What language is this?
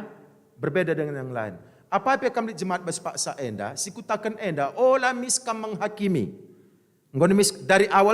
Batak Karo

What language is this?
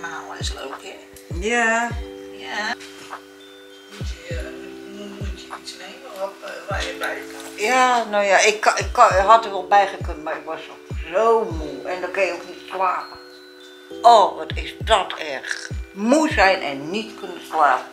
Dutch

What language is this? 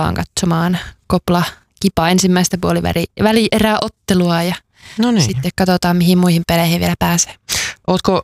Finnish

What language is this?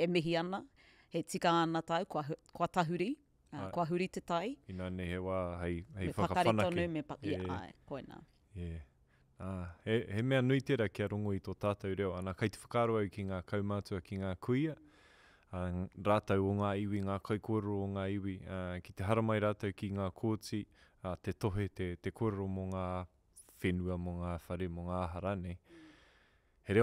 Māori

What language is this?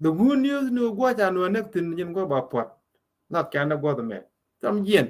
Nuer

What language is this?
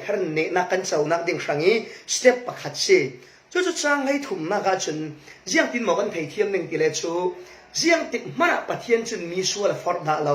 Falam Chin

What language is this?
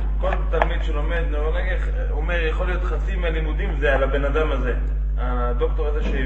Hebrew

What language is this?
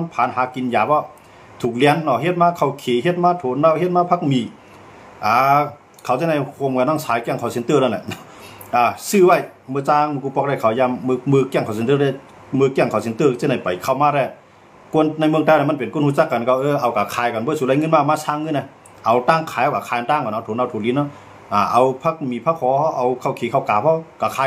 Shan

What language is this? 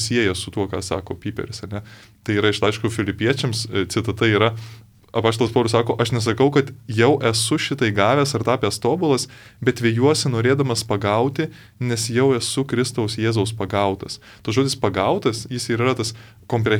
Lithuanian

